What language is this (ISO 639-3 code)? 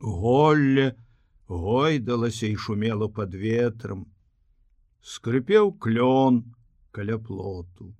bel